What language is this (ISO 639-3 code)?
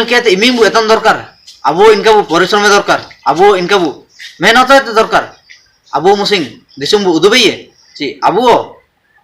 hoc